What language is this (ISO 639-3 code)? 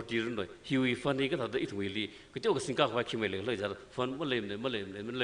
nmf